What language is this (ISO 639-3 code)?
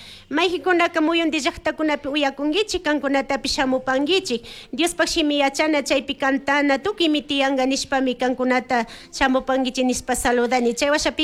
qug